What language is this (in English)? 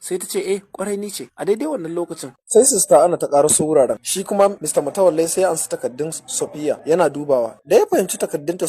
Hausa